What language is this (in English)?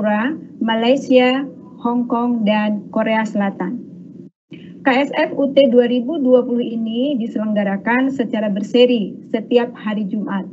Indonesian